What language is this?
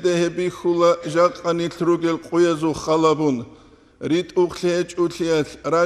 Avaric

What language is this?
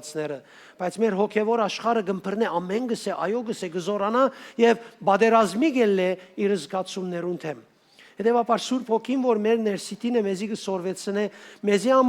Western Armenian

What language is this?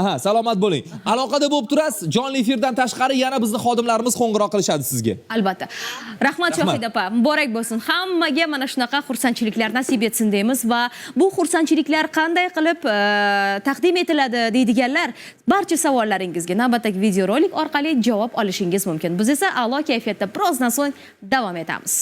Uzbek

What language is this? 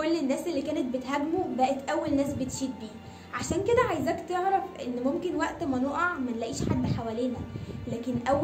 Egyptian Arabic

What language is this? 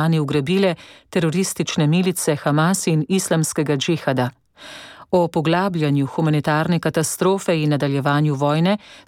Slovenian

